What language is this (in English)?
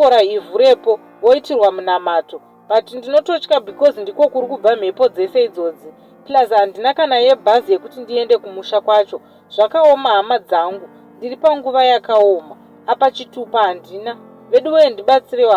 Shona